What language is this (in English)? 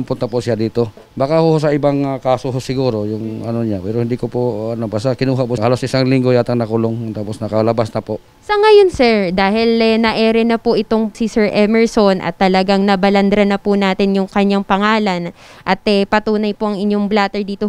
Filipino